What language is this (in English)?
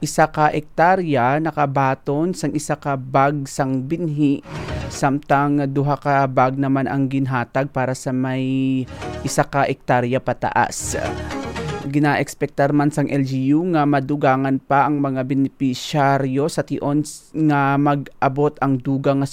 Hiligaynon